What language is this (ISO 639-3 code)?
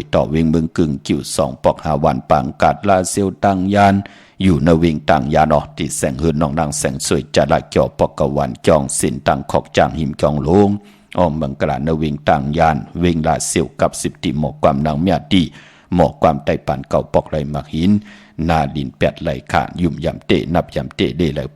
shn